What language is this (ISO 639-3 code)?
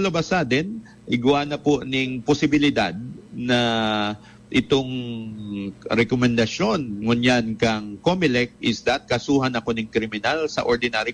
bik